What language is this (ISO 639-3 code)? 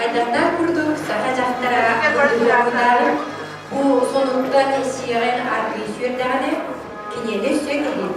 sah